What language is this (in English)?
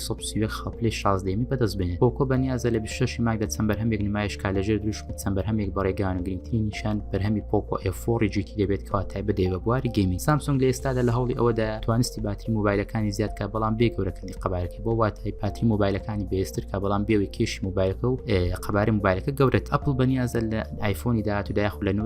Central Kurdish